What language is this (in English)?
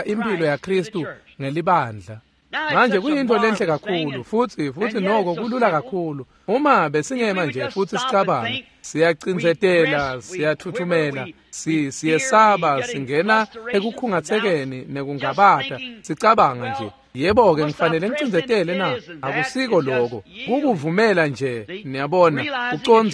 Swati